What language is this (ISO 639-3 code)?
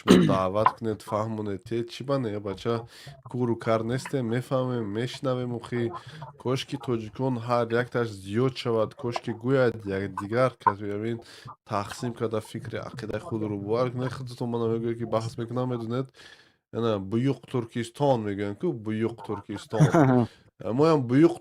tgk